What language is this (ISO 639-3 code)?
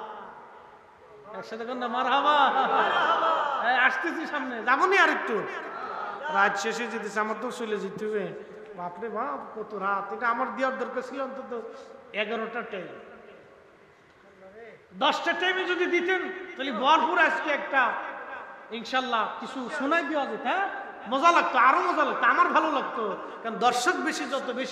ben